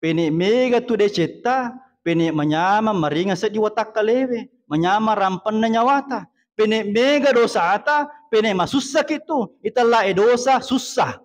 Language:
Buginese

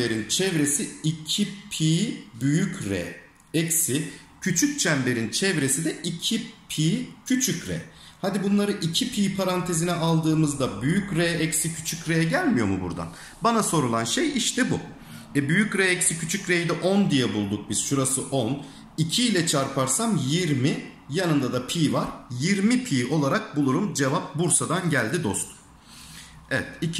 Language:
Turkish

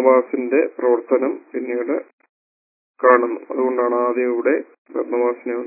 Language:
Malayalam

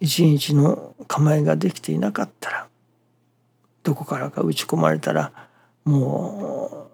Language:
Japanese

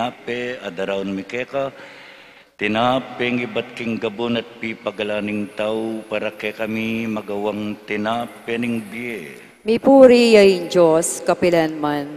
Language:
Pampanga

